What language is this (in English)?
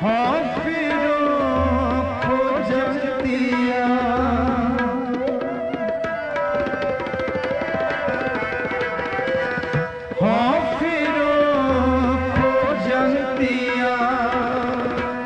Punjabi